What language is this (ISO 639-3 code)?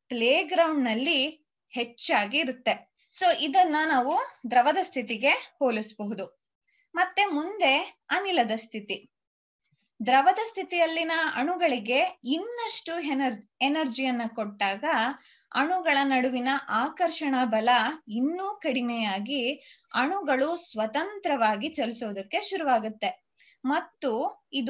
kan